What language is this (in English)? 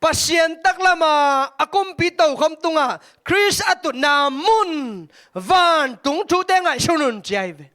Tedim Chin